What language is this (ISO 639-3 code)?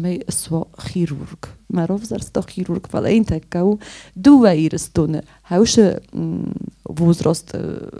oss